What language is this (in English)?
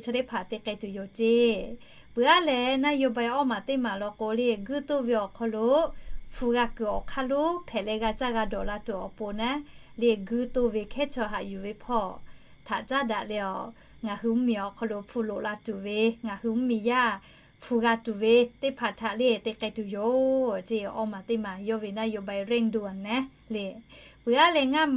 Lahu